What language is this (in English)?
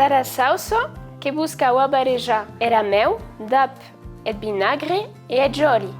Occitan